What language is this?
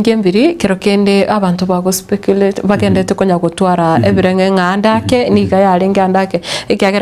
Gusii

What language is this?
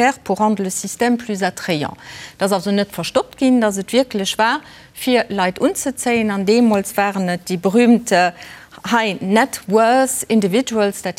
Luxembourgish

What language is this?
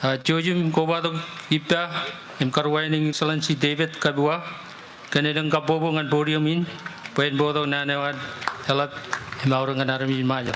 Marshallese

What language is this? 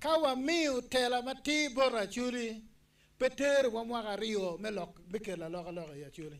Acoli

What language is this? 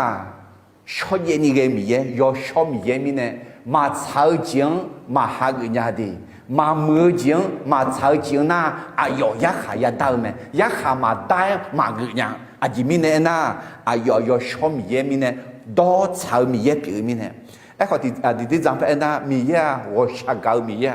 Akha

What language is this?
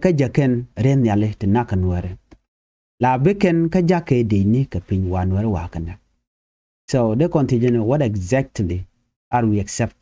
Nuer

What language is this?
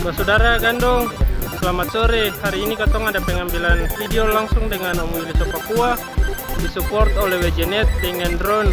Ambonese Malay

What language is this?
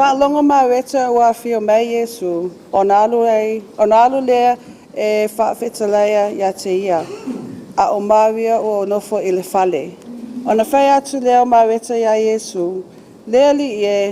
Samoan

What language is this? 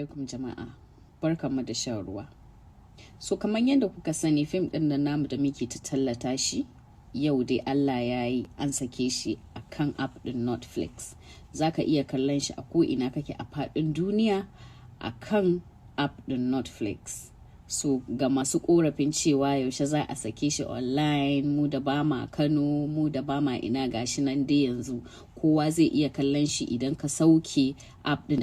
Hausa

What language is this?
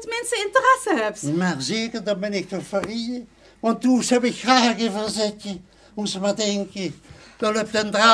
Limburgish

